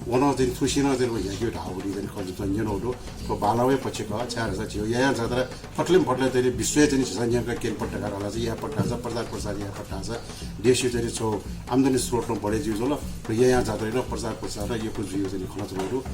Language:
Newari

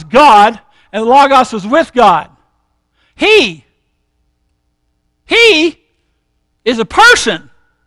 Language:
English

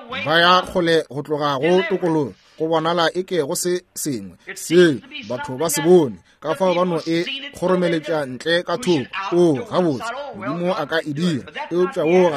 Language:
Northern Sotho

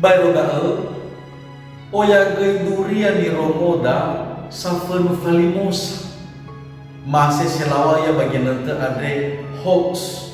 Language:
Nias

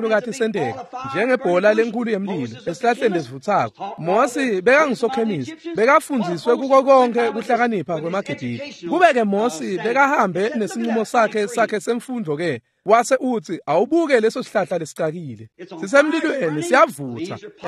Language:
Swati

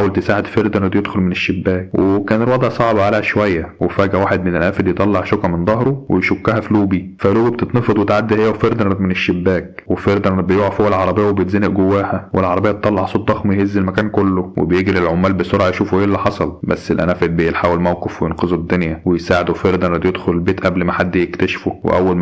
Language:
Egyptian Arabic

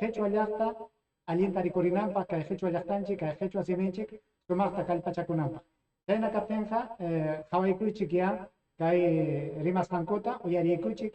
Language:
Ayacucho Quechua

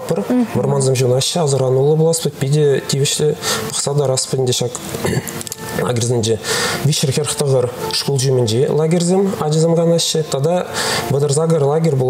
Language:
Chuvash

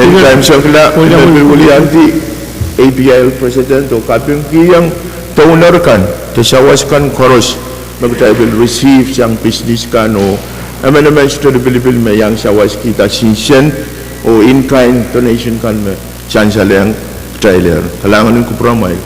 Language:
Pohnpeian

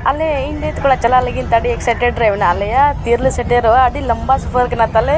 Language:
Santali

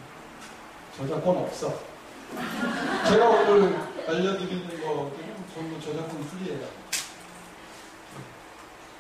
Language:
Korean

